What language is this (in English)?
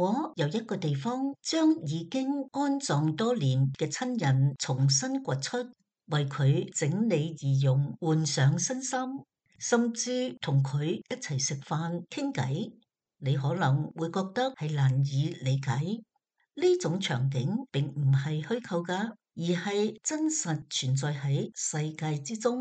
Cantonese